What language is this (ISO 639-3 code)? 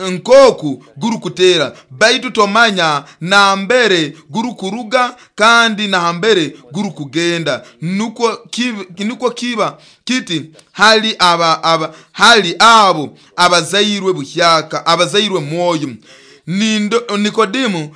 nyo